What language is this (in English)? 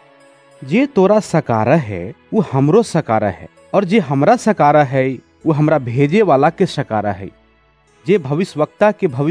Bhojpuri